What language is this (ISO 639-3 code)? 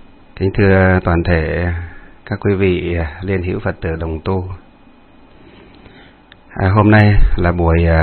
vie